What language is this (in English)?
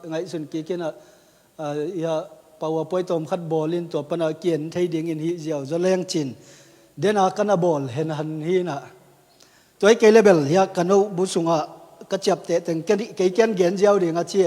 Tedim Chin